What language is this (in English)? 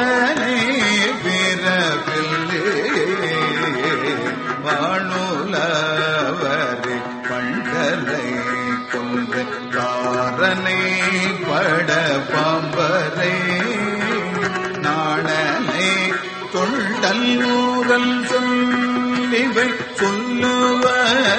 Tamil